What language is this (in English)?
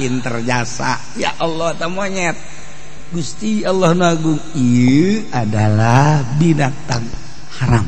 Sundanese